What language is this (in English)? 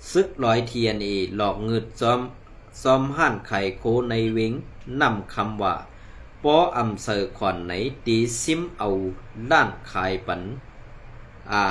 Shan